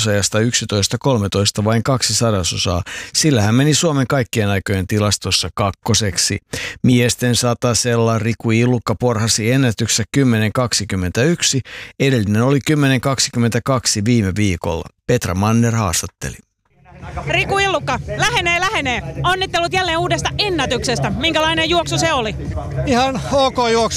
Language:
Finnish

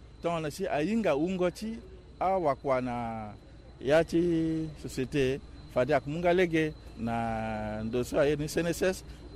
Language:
Sango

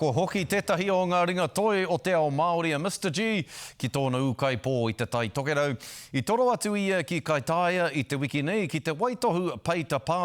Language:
Māori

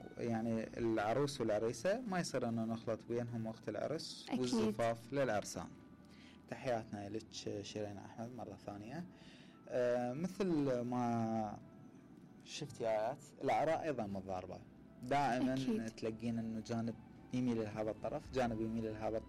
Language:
Mesopotamian Arabic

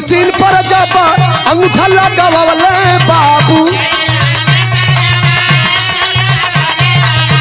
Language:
Bhojpuri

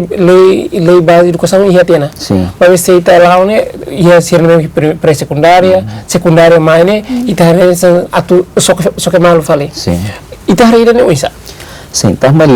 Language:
Tetum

